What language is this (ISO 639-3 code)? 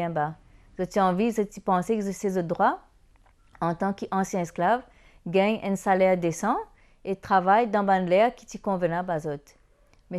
mfe